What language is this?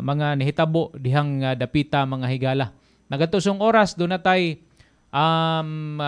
Cebuano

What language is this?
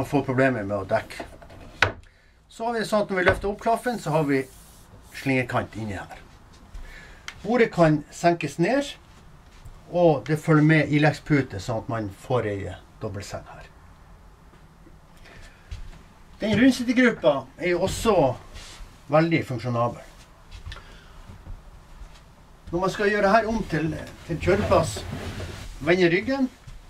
Norwegian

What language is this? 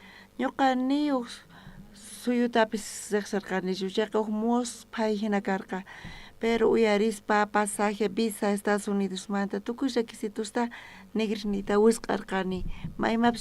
South Bolivian Quechua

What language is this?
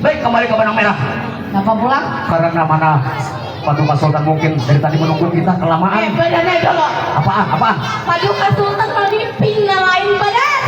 Banjar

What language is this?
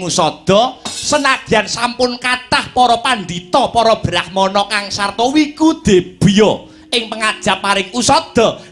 Javanese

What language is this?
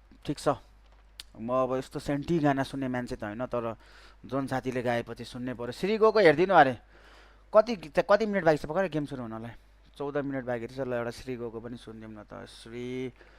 Nepali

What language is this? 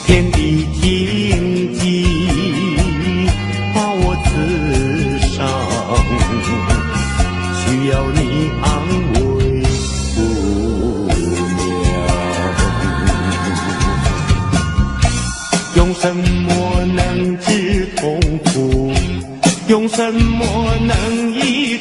Chinese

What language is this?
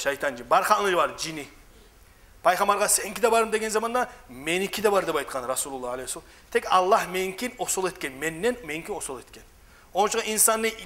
Kumyk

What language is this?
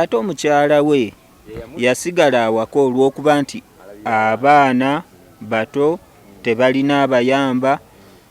Ganda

